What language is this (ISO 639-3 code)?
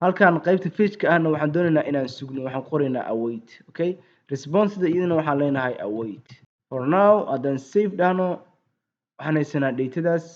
som